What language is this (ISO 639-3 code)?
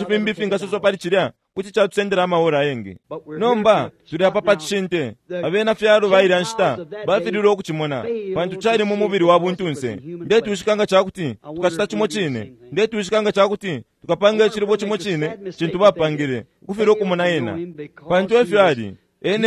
bem